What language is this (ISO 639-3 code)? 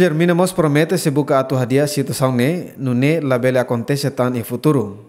tet